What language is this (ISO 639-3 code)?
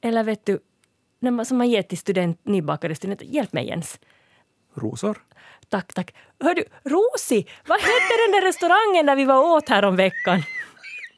swe